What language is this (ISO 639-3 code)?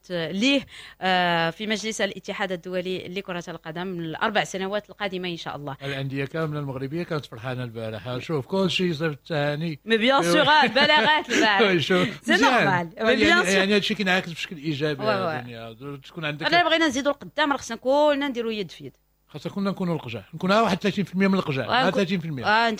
ary